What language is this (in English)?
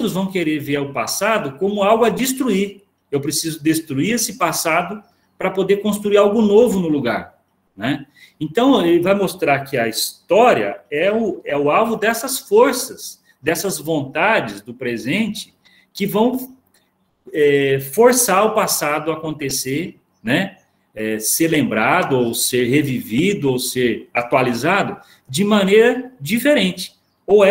Portuguese